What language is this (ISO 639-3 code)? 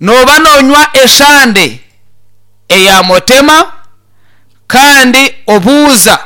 nyn